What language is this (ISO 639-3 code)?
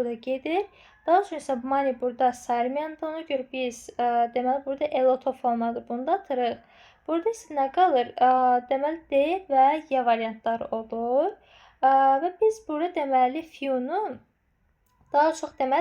aze